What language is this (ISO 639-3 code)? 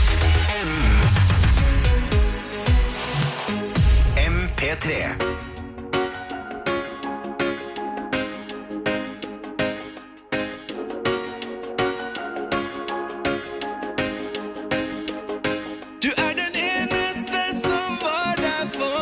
nor